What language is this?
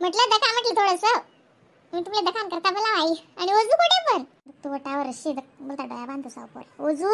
Khandesi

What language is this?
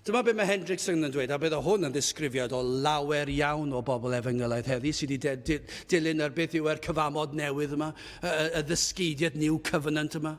Welsh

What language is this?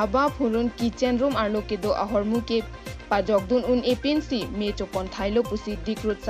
Karbi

